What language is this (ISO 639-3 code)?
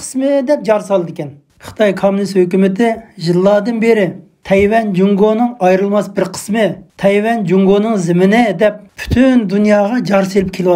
uig